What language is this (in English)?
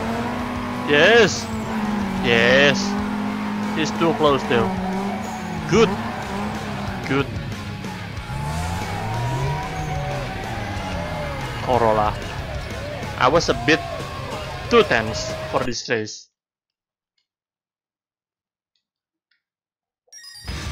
English